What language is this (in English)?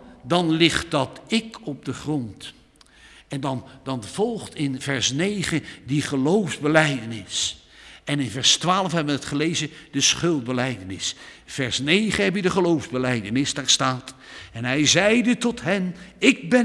Dutch